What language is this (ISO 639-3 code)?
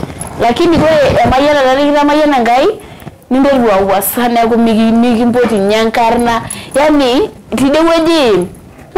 mas